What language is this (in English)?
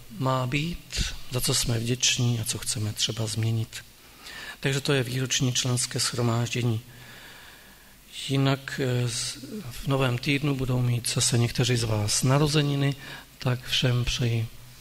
Czech